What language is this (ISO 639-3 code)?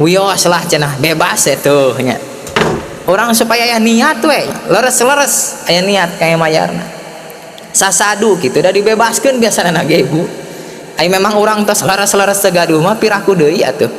sun